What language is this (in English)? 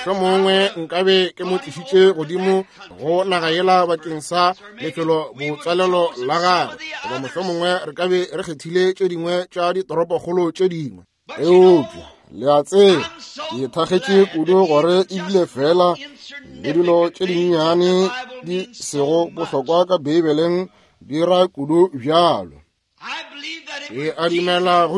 Northern Sotho